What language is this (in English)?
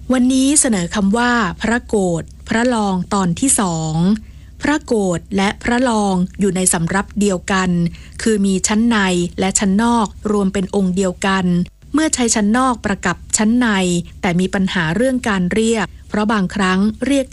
Thai